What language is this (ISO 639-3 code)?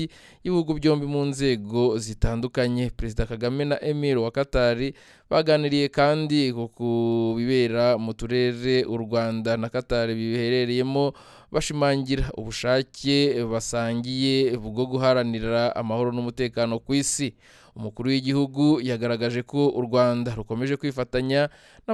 kin